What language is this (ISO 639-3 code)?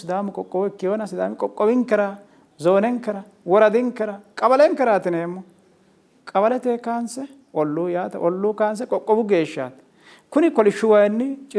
sid